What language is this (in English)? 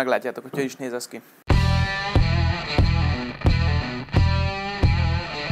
Hungarian